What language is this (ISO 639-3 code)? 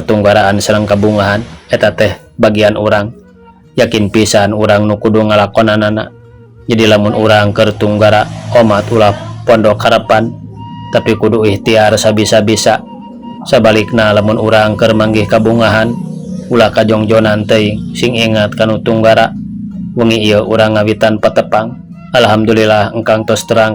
sun